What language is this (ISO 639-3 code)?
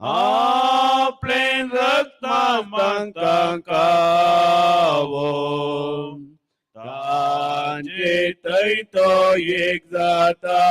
kok